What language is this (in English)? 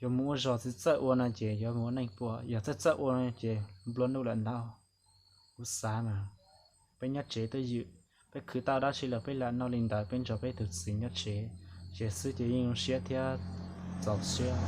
Hmong